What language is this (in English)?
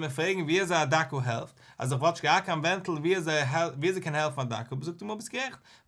Yiddish